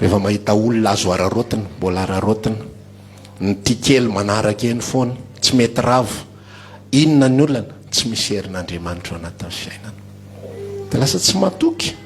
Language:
Malagasy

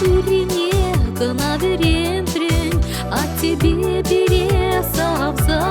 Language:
Chuvash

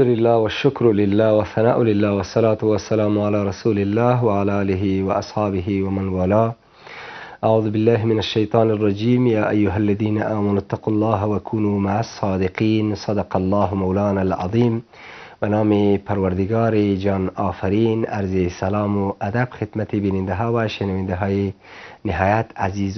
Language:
Persian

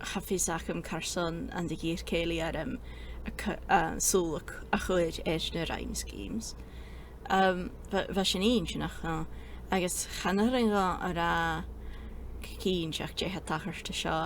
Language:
Scottish Gaelic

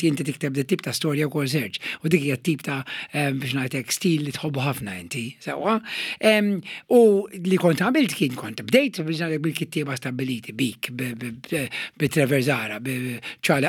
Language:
Maltese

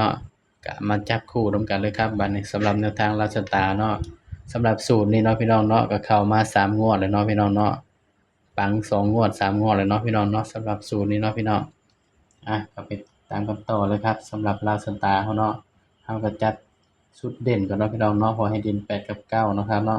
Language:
Northeastern Thai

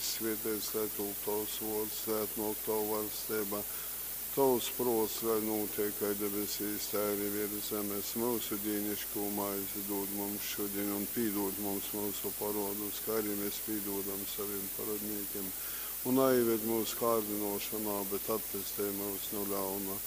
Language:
Latgalian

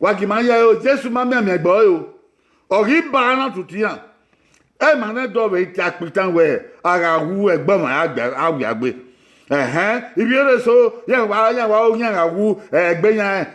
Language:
Bini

